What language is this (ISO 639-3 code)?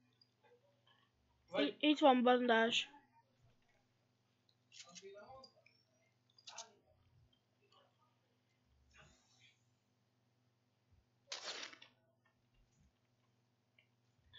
hun